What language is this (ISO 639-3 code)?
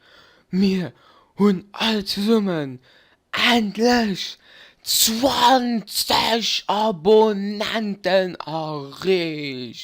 ltz